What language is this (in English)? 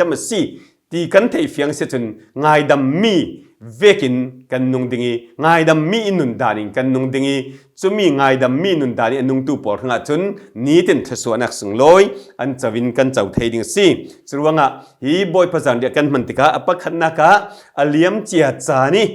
Falam Chin